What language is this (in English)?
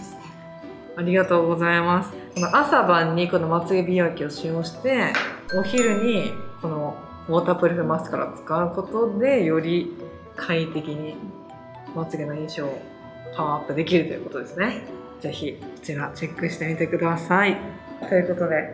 Japanese